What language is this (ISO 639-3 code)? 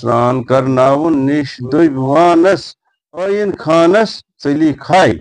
kas